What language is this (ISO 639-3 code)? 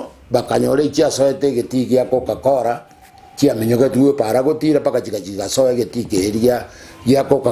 guz